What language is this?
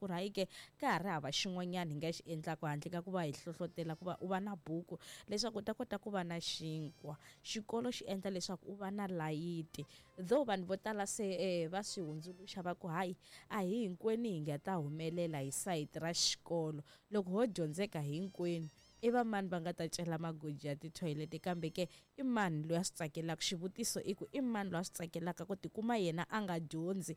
Tsonga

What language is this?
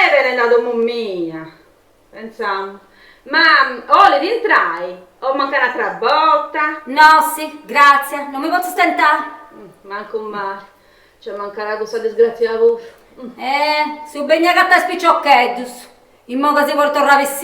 Sardinian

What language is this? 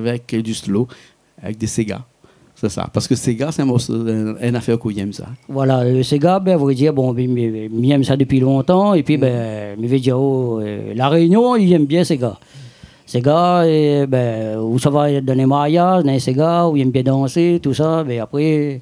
Réunion Creole French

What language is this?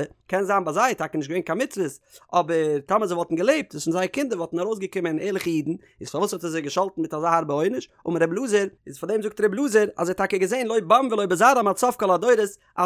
Yiddish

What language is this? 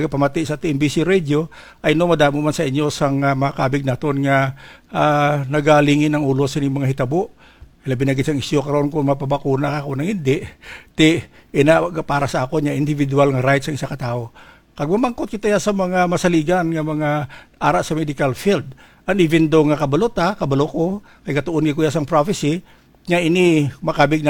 Hiligaynon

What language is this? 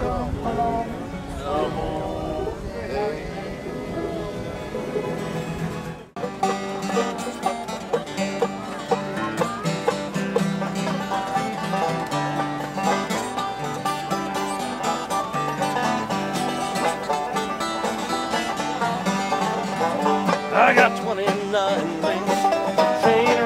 English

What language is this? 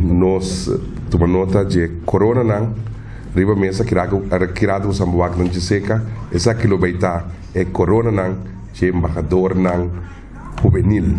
Papiamento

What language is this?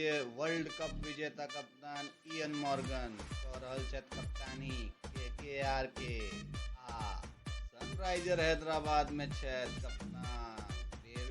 Maithili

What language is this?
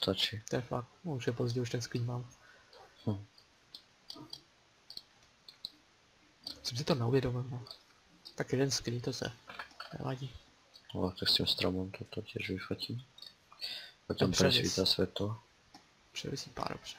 Czech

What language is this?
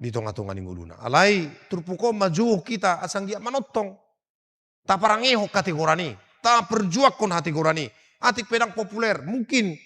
Batak Toba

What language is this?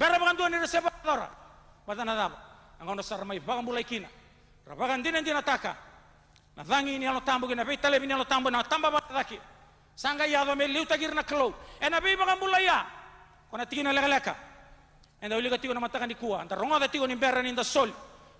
Fijian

